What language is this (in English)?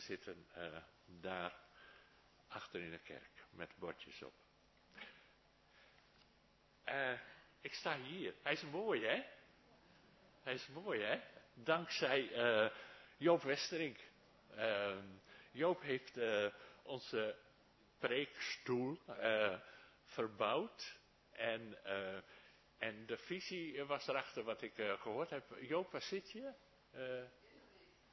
Dutch